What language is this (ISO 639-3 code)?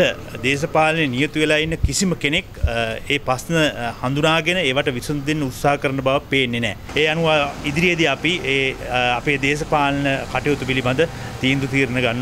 sin